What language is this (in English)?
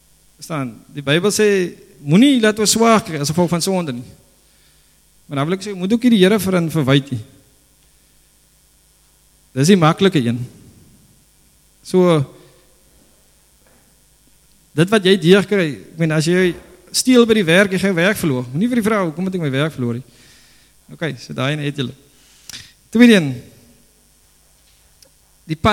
Afrikaans